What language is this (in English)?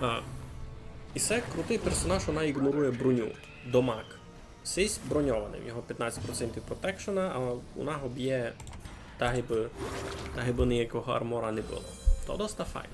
Rusyn